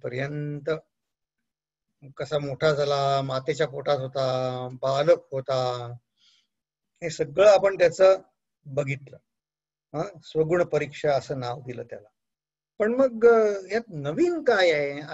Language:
Marathi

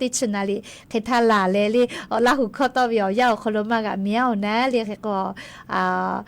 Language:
Lahu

